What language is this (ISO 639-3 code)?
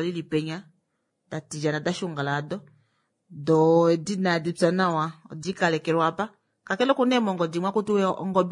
kua